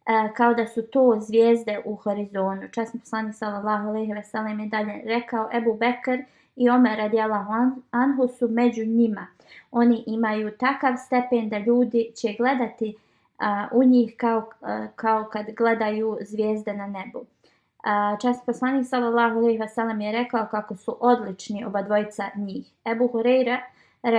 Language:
Bosnian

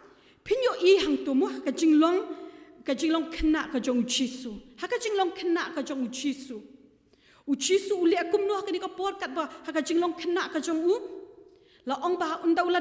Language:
Khasi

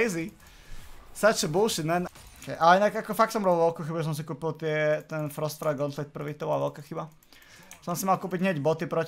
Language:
Slovak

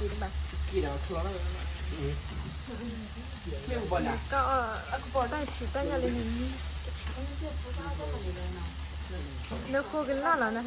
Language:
S'gaw Karen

